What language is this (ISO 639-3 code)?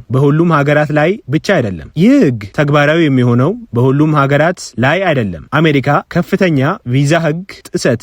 amh